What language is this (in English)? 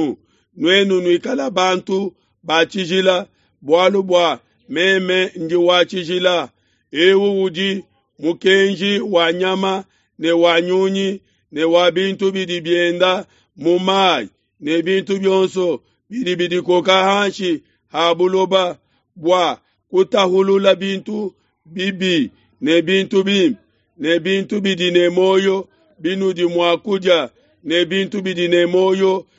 Luba-Lulua